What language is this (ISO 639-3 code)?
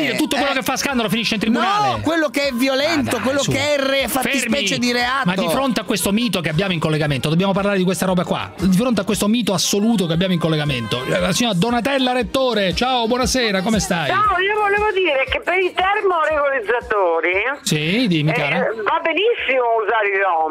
ita